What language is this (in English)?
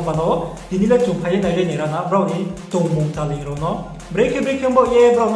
Riang (India)